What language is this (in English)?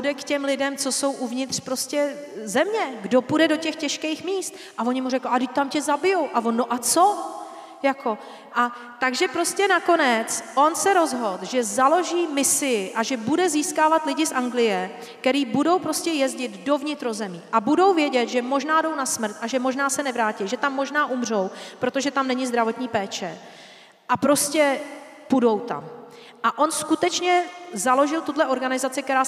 Czech